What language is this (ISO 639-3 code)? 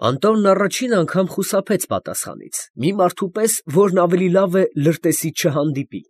hye